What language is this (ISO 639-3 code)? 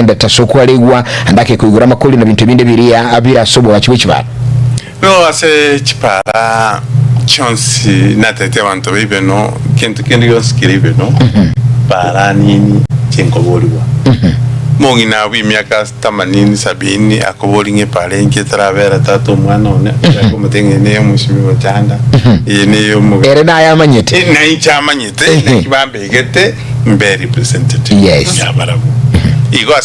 guz